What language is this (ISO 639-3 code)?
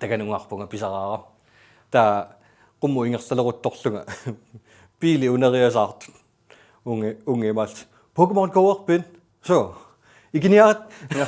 kal